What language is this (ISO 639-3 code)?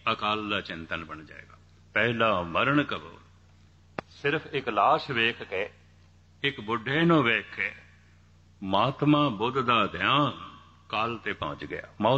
pan